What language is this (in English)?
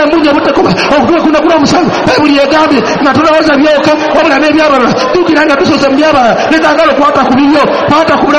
Ganda